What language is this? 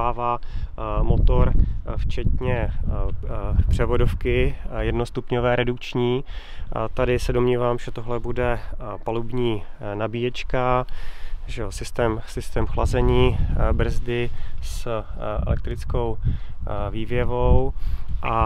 Czech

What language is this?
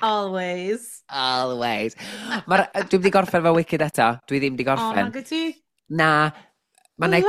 Welsh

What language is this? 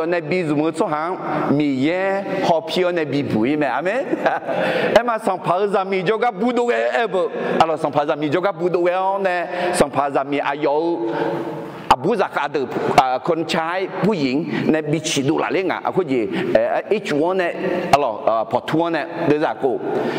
Akha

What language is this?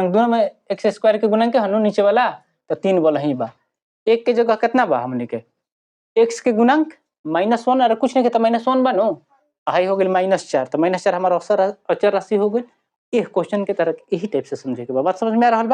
Bhojpuri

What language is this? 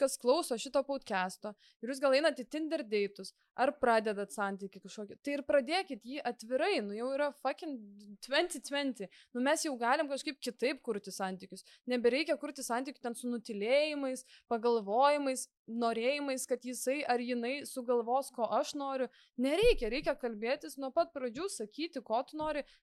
Lithuanian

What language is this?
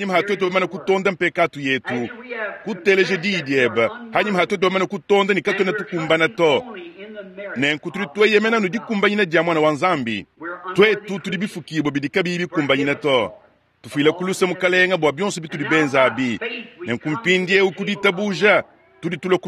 Luba-Lulua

